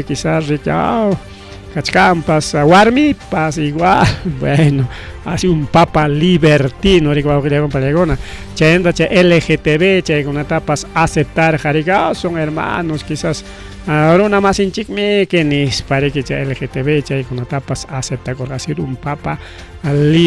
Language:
Ayacucho Quechua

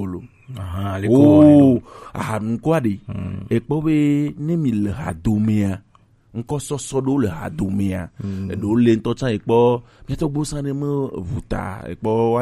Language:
Gen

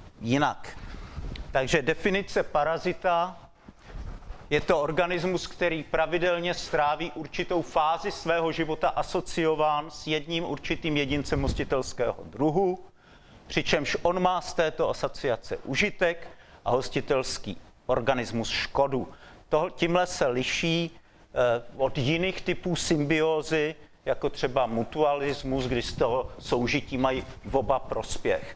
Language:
Czech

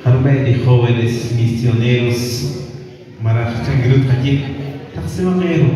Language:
Kekchí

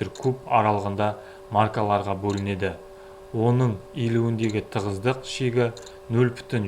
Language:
Kazakh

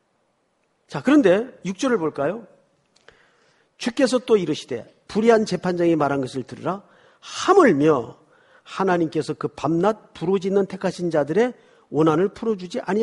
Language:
Korean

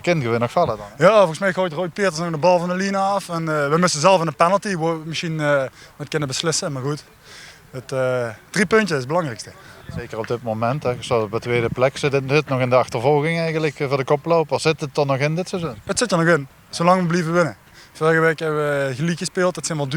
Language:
Limburgish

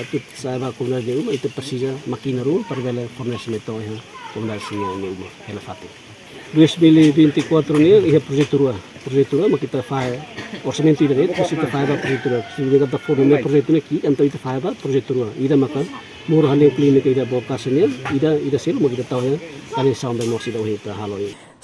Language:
Tetum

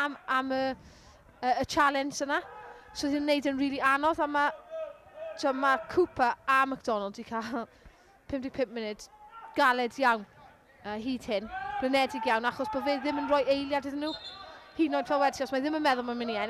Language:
Welsh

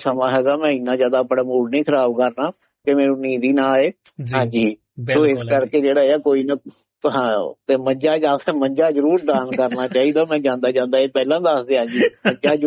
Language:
Punjabi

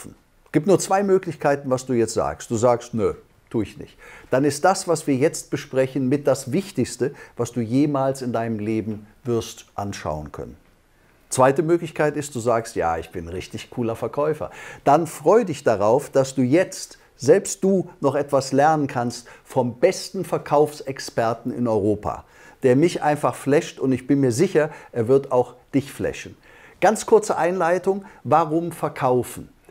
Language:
German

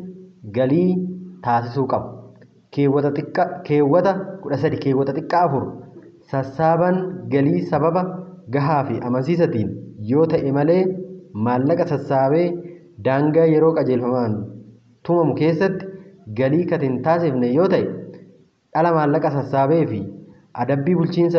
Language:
Oromo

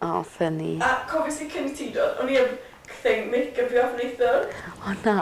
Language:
Welsh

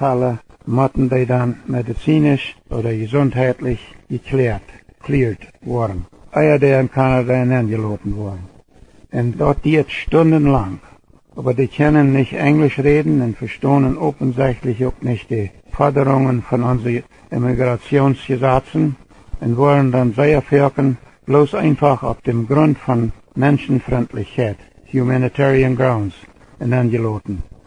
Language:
Plautdietsch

